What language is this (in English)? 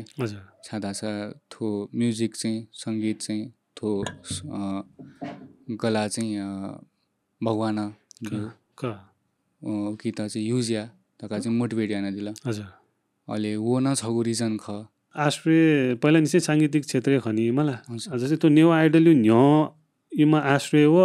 Newari